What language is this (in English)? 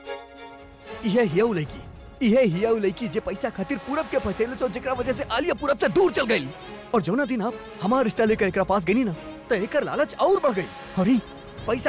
Bhojpuri